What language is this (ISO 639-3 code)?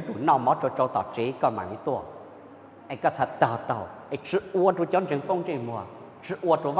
hmn